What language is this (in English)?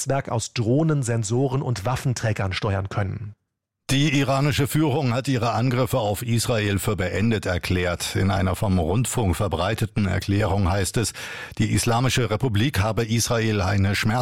German